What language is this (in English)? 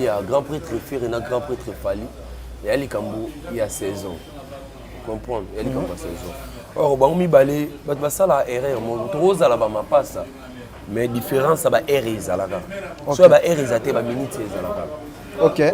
Lingala